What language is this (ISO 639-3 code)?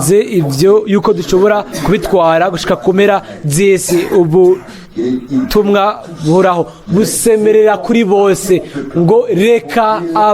run